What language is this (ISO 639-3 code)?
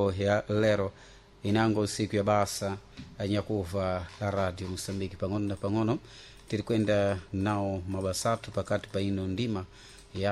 seh